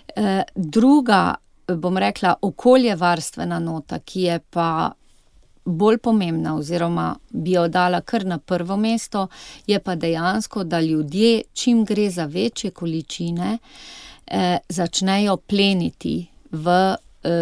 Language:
Slovenian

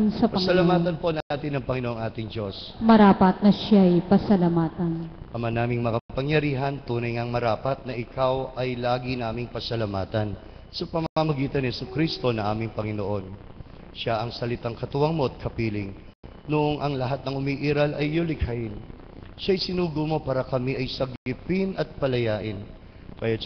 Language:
Filipino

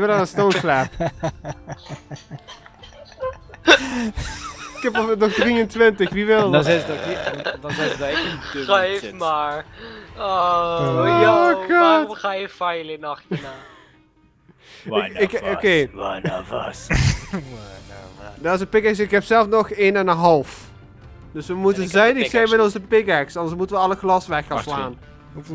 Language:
Dutch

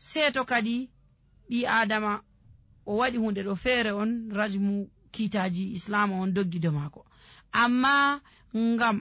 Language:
Nigerian Fulfulde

